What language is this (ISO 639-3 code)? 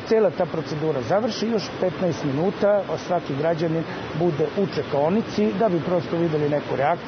srp